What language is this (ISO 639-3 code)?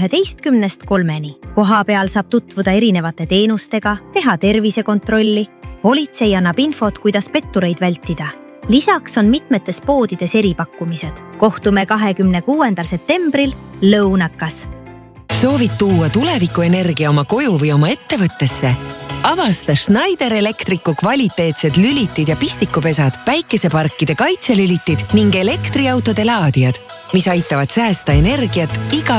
est